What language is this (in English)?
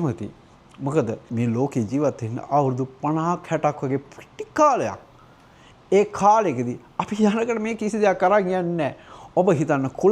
Sinhala